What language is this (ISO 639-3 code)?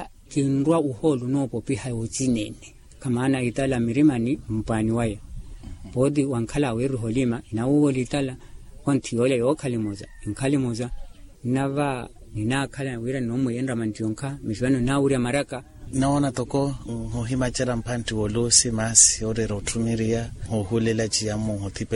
vmw